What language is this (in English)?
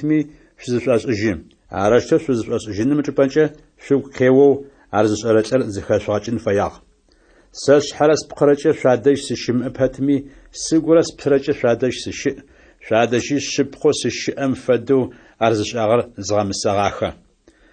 Adyghe